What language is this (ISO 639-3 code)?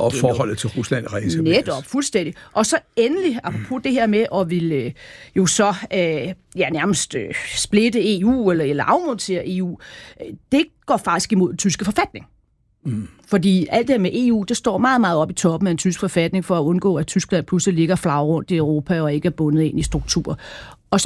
dan